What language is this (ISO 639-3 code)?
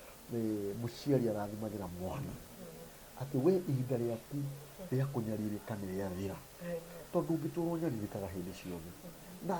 kik